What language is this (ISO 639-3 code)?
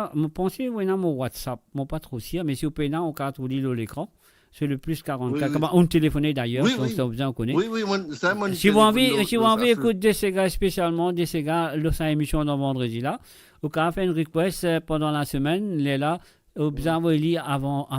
mfe